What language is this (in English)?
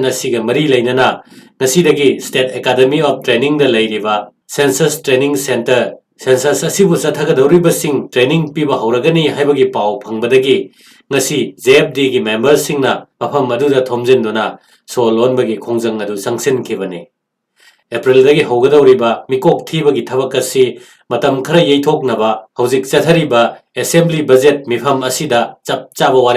Manipuri